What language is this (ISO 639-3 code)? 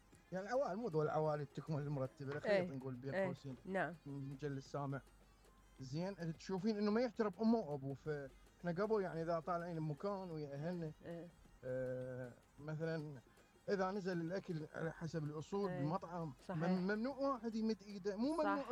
acm